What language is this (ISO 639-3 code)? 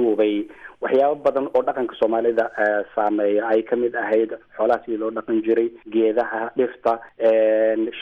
som